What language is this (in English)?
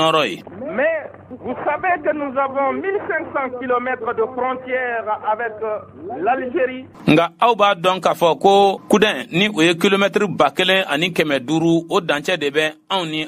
Bambara